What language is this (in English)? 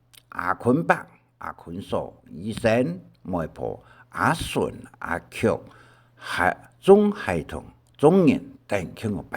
Hakka Chinese